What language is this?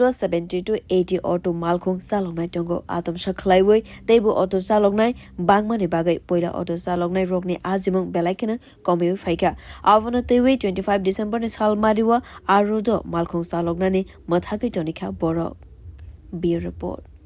Kok Borok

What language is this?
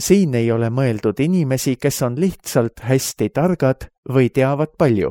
Estonian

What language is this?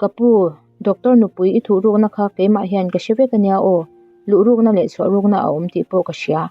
Mizo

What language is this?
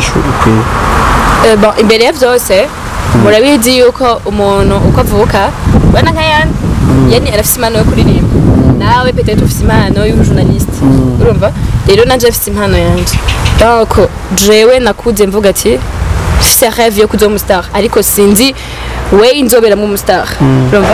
Rundi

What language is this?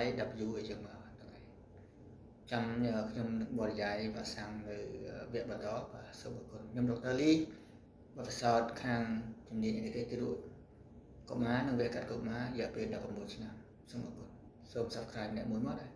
Khmer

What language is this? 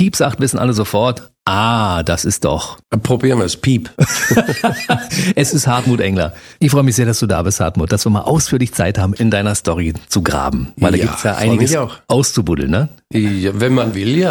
German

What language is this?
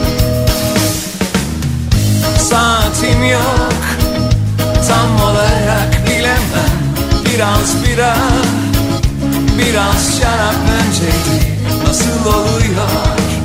Turkish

